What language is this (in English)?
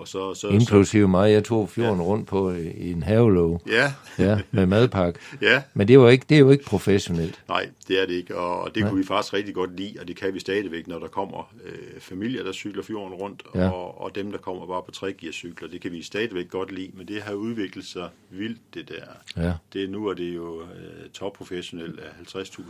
Danish